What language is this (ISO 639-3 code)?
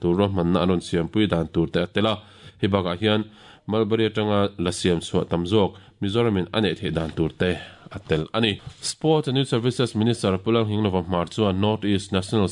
lus